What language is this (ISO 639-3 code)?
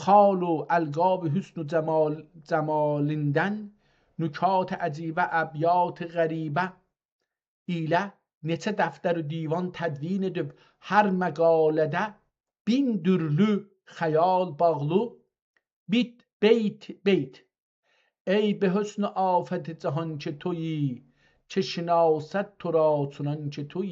azb